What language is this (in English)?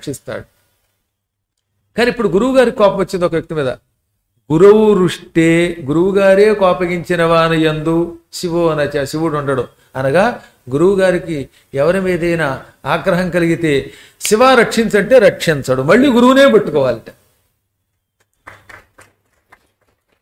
Telugu